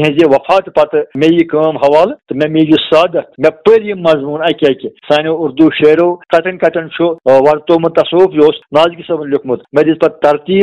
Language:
Kashmiri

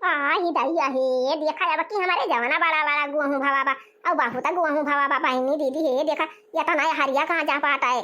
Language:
Awadhi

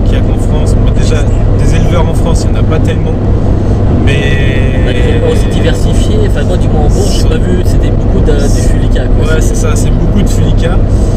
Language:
French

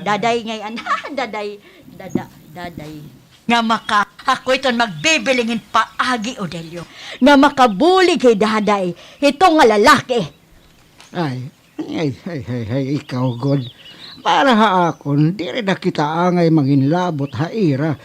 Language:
Waray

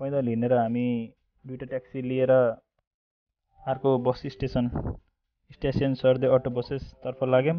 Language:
Nepali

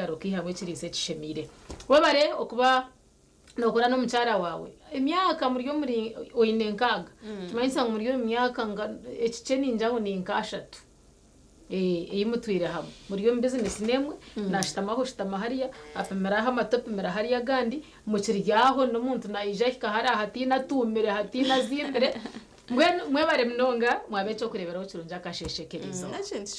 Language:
Nyankole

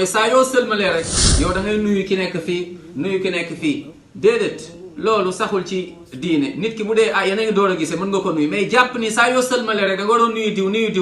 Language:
Wolof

